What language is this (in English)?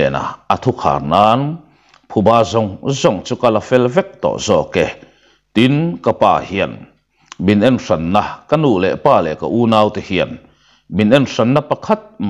Mizo